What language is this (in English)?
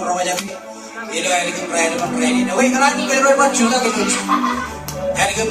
Marshallese